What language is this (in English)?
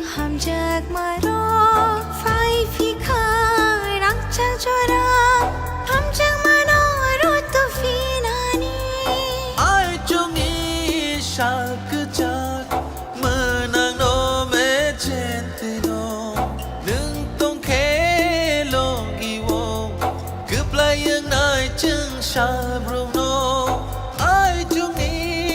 Kok Borok